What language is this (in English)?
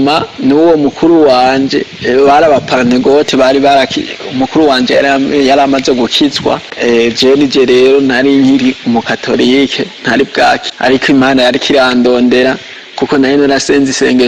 Rundi